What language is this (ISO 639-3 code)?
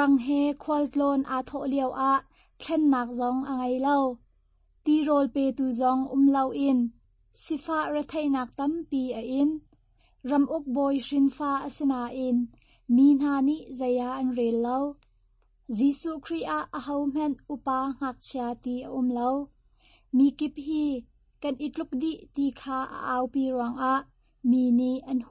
cnh